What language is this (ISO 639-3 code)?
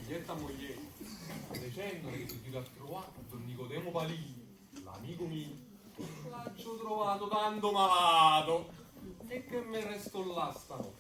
nap